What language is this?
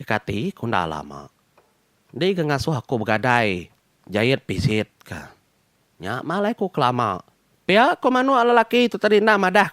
Iban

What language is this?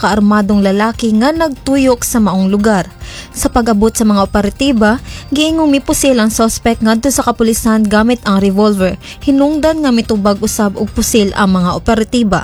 Cebuano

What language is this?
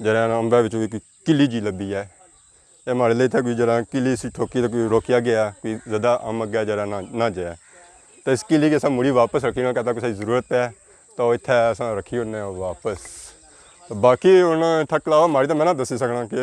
Pahari-Potwari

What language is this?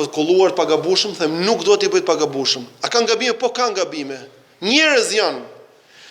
Albanian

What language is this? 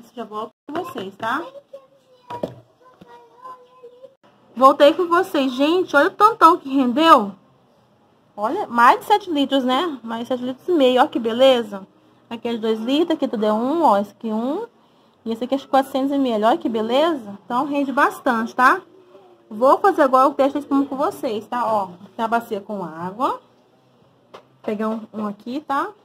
Portuguese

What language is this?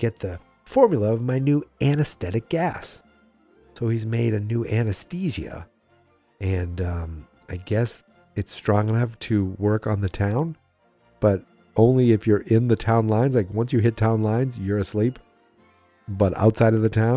English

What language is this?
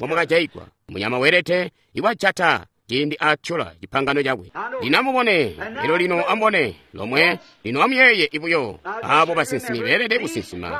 Tonga (Zambia)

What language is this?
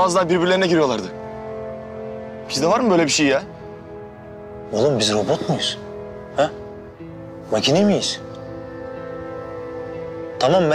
Turkish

